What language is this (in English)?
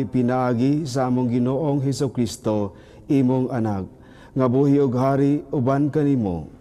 Cebuano